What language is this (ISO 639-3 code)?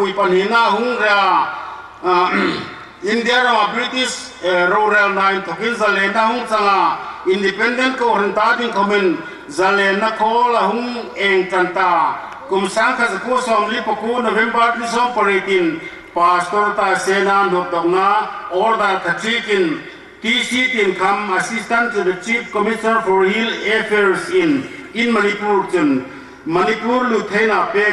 hmr